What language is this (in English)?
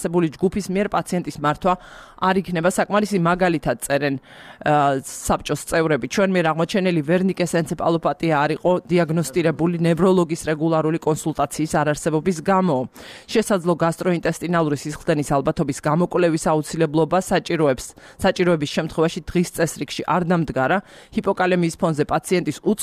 Georgian